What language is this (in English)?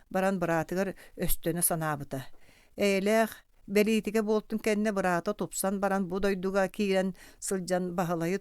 Yakut